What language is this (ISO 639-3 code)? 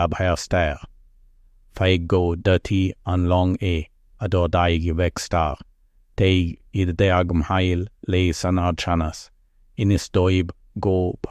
gle